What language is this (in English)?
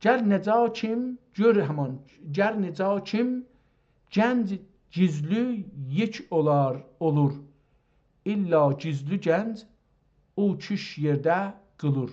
South Azerbaijani